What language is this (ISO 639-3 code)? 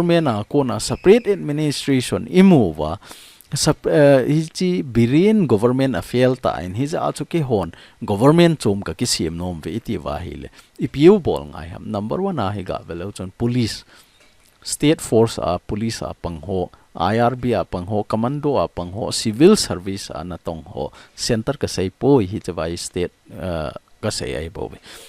tcz